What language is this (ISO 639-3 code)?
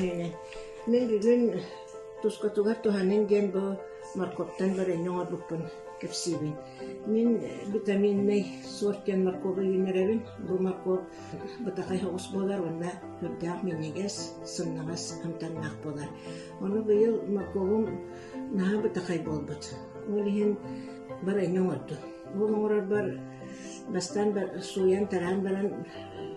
sah